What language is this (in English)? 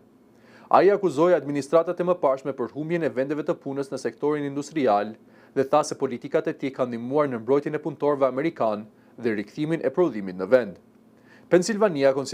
Albanian